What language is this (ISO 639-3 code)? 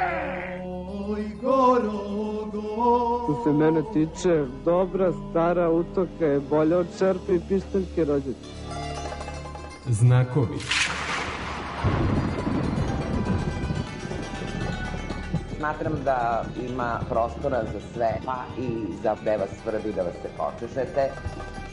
srp